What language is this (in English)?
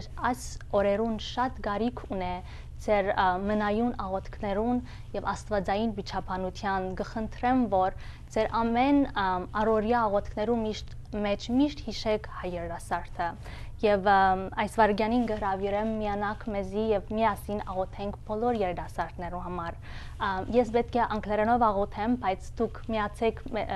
Western Armenian